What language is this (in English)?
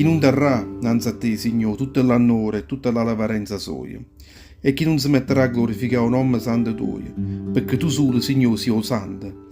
Neapolitan